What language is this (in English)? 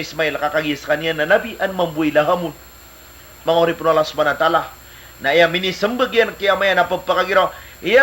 Maranao